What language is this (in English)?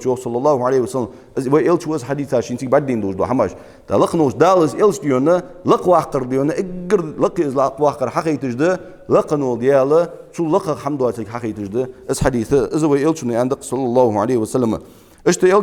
Ingush